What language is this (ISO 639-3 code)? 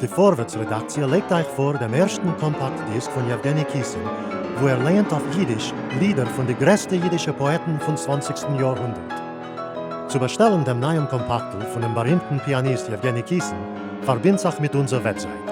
yid